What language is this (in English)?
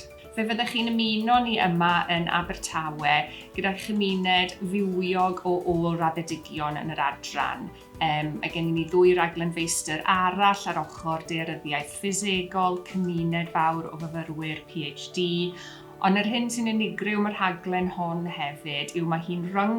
Welsh